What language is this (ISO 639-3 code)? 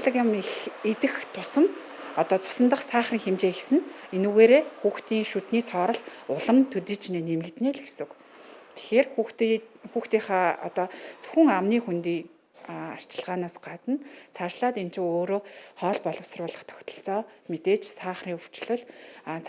mon